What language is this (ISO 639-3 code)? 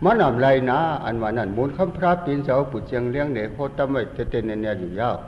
shn